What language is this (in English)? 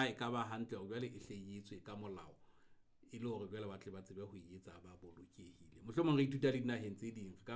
Southern Sotho